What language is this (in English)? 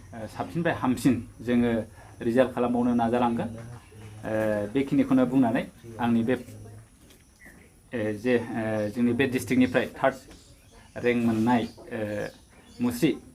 Bodo